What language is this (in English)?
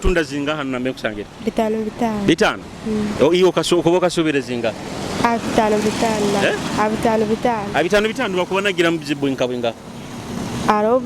Nyoro